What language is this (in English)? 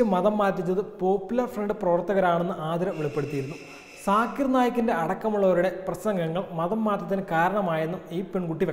Malayalam